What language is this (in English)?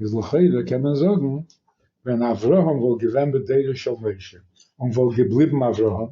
Yiddish